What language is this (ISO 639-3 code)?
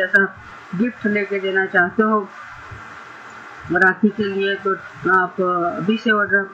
hin